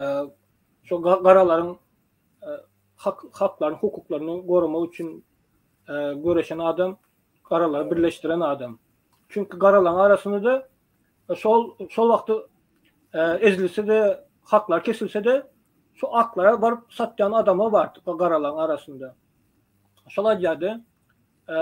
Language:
Turkmen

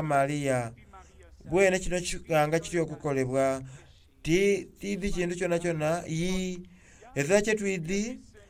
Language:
Soga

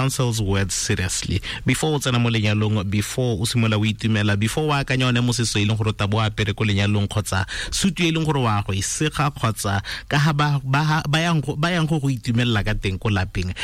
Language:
Tswana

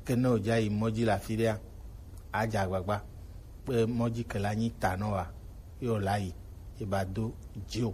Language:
Gen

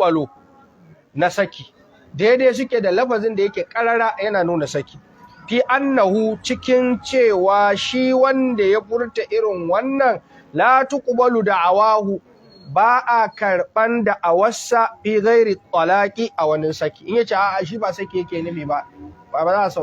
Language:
Hausa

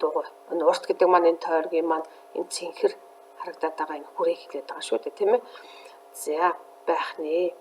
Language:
Mongolian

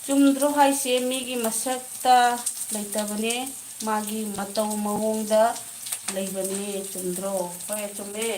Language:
Manipuri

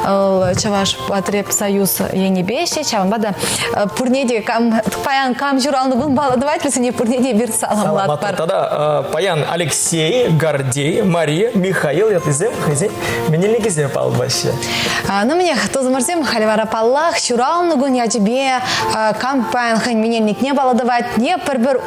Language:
Chuvash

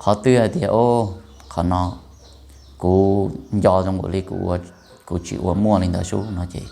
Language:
Hmong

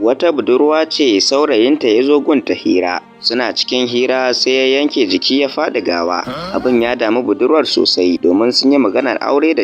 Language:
Hausa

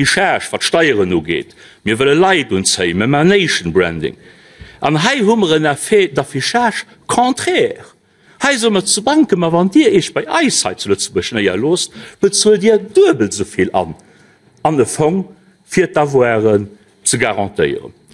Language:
Luxembourgish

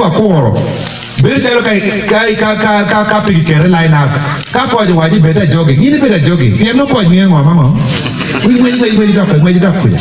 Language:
Acoli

